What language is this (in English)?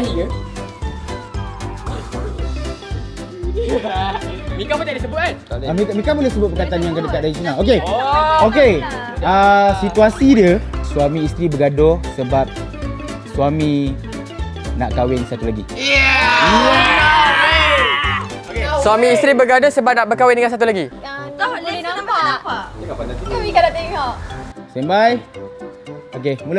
Malay